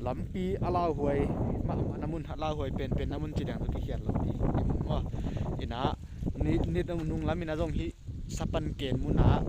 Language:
Tedim Chin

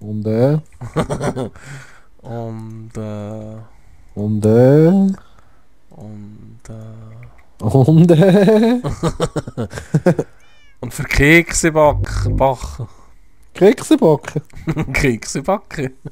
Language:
Swiss German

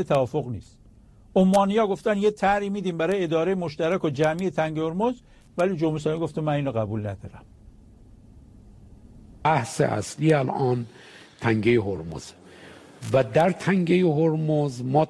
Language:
Persian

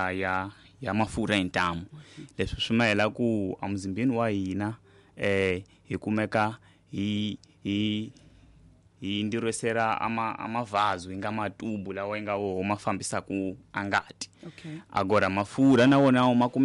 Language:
Tsonga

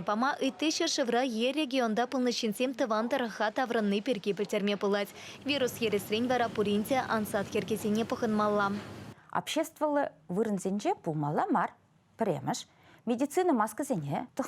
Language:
Chuvash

